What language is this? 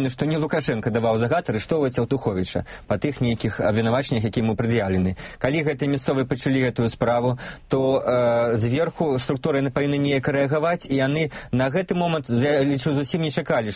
Belarusian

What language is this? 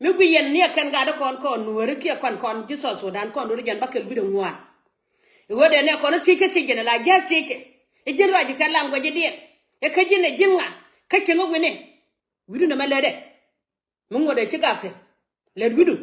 Nuer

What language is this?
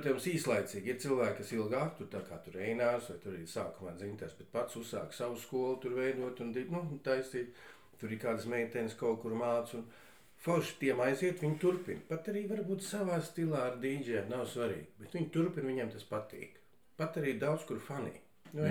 Latvian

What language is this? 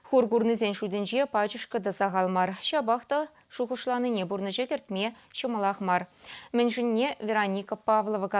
Chuvash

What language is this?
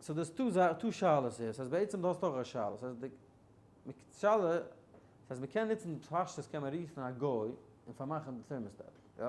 Yiddish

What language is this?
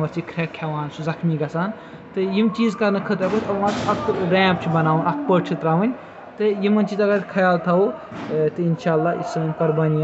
Kashmiri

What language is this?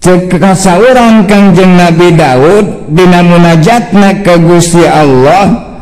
Sundanese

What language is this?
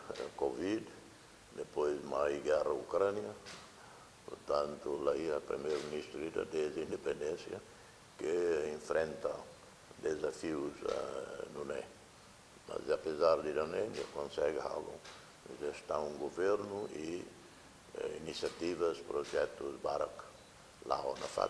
Tetum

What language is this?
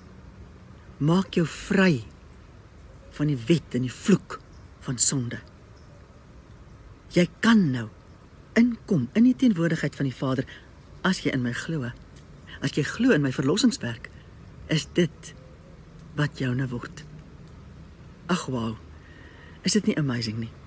Afrikaans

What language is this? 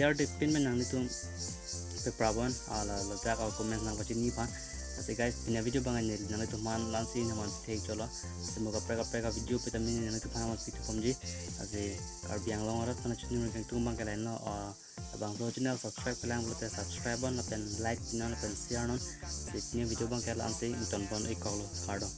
Karbi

